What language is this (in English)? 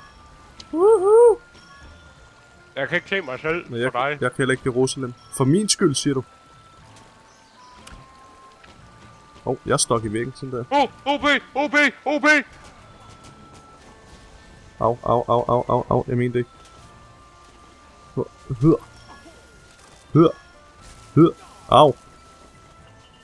Danish